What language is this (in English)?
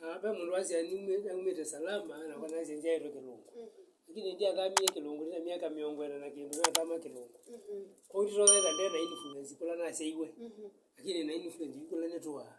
Kamba